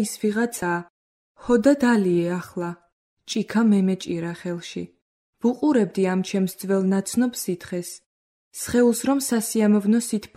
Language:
Georgian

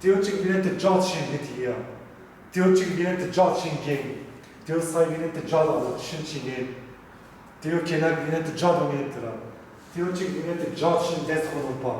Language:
Zaza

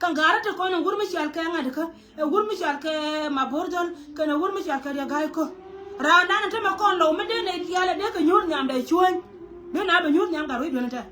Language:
Nuer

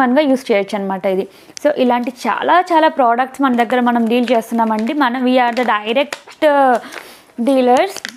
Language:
Telugu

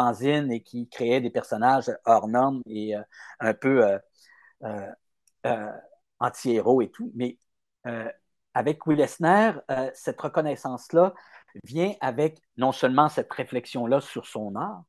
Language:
French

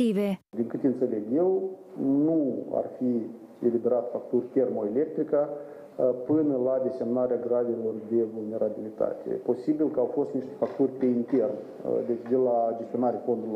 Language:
Romanian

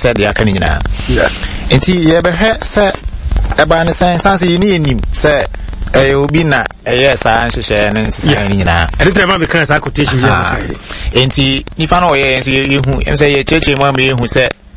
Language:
Akan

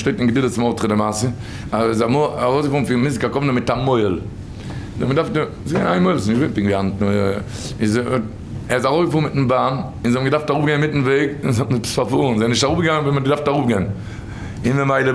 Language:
Yiddish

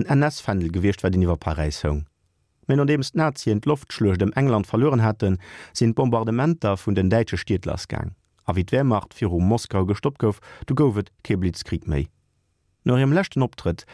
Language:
Luxembourgish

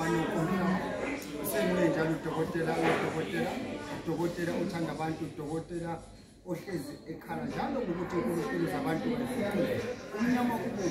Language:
Zulu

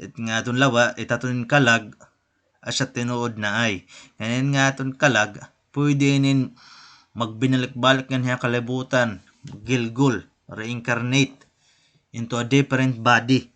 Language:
Waray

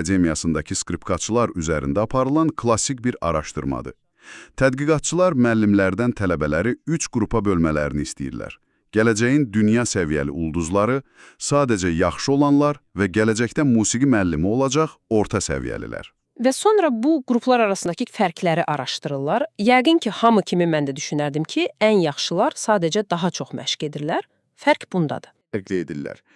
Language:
Azerbaijani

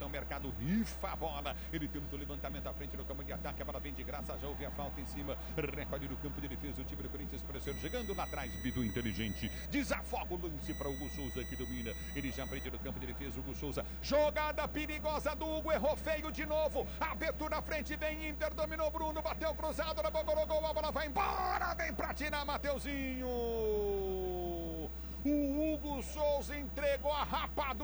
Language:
Portuguese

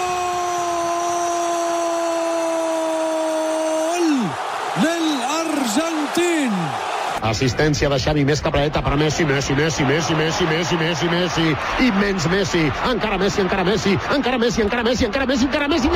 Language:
Hebrew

